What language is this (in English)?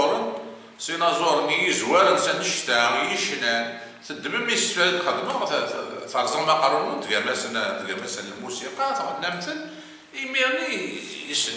Kabyle